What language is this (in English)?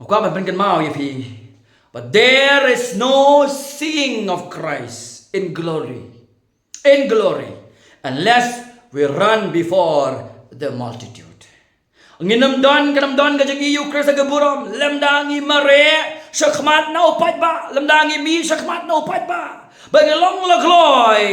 Khasi